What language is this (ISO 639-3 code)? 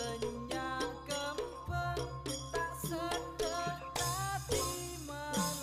mad